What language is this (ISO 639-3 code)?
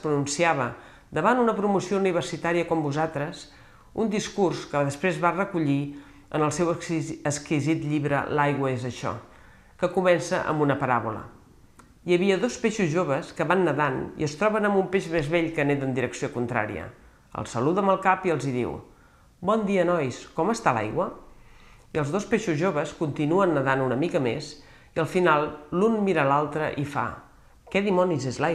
cat